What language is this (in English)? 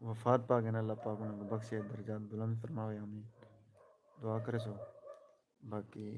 Saraiki